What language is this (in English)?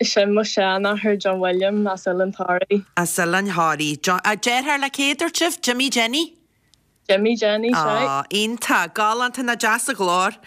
Irish